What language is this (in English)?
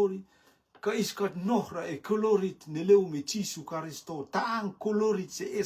Rotuman